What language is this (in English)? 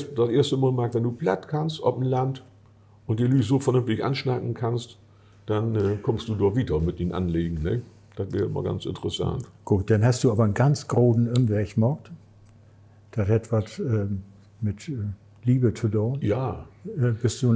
Low German